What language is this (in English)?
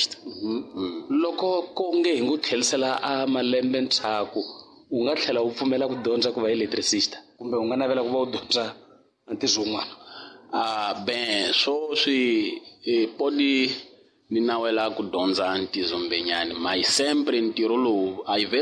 Tsonga